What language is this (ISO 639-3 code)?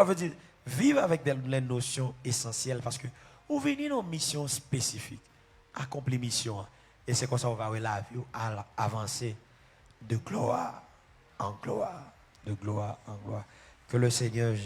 hat